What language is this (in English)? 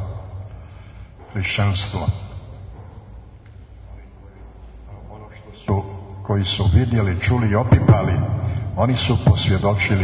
Serbian